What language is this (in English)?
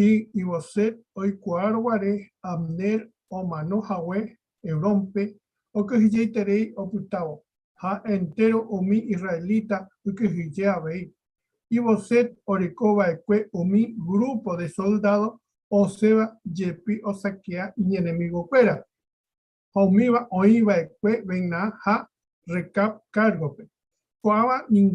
Guarani